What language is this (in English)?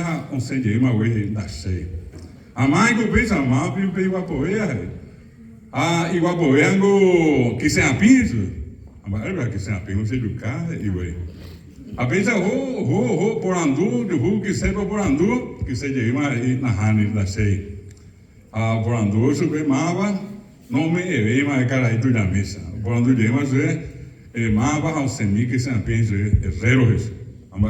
Guarani